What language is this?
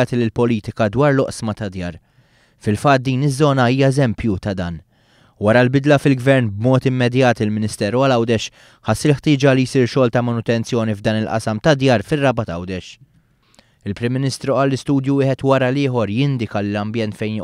Maltese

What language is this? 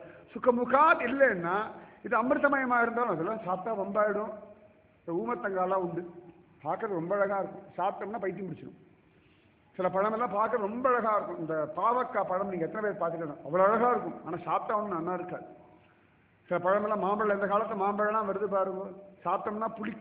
Tamil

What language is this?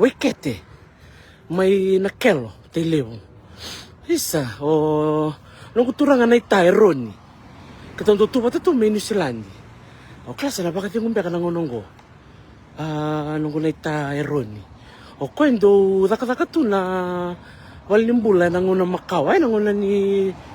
Fijian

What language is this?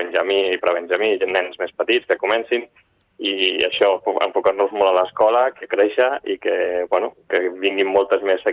Catalan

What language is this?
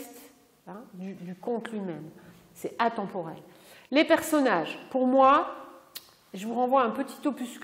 French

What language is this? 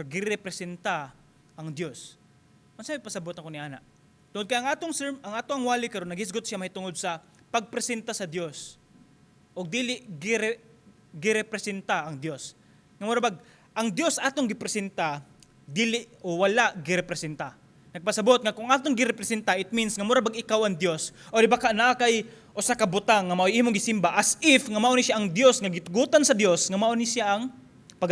Cebuano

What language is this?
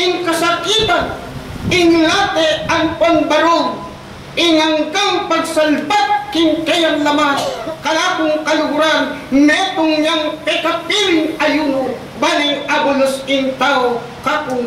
Pampanga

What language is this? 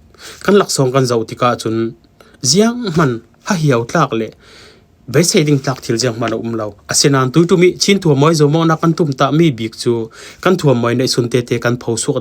Falam Chin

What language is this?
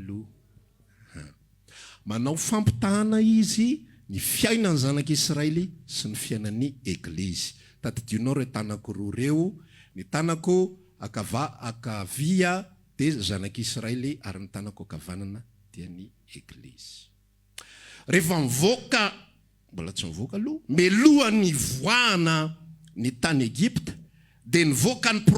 Malagasy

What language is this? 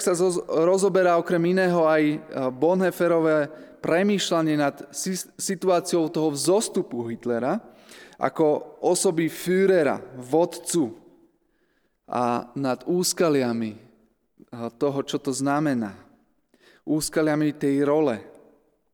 Slovak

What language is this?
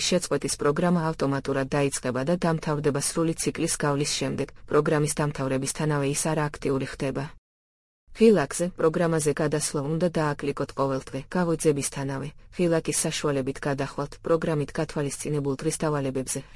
Georgian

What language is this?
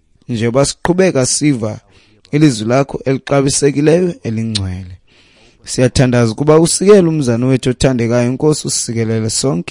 Xhosa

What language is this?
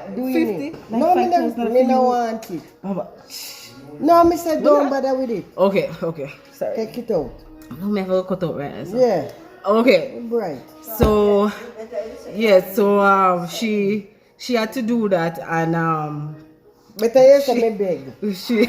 Jamaican Creole English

